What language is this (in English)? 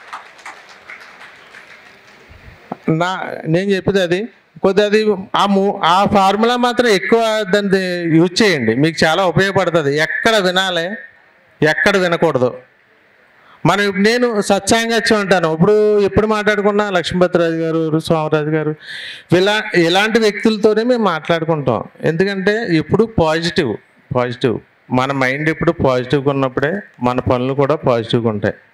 Telugu